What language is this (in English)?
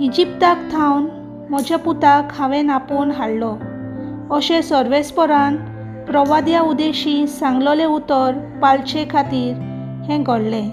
Konkani